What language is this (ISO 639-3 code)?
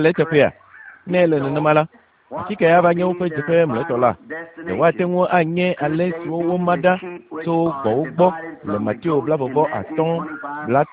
ewe